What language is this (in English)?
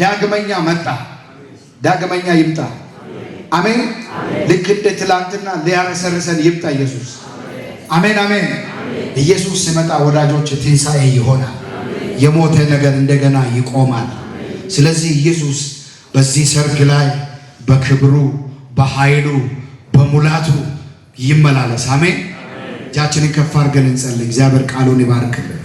Amharic